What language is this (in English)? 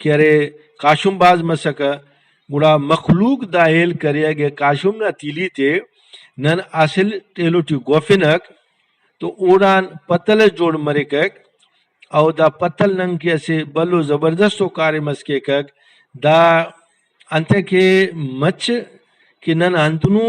Brahui